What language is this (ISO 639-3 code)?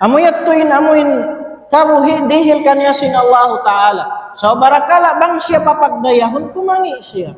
tsg